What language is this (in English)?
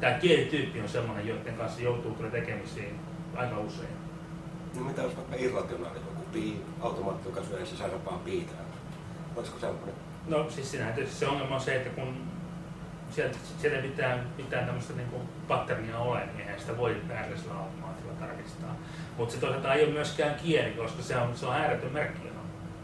Finnish